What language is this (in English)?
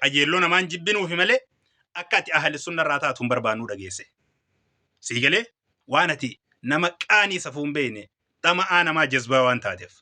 Oromo